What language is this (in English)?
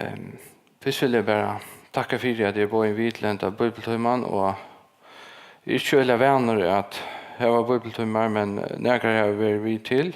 Faroese